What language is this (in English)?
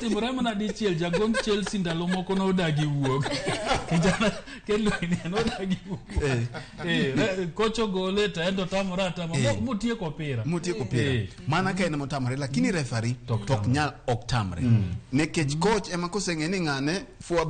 Luo (Kenya and Tanzania)